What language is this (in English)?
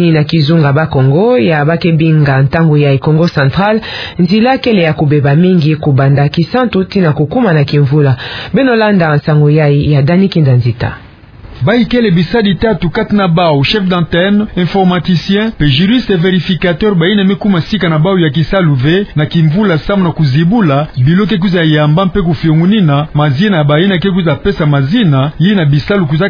Kituba (Democratic Republic of Congo)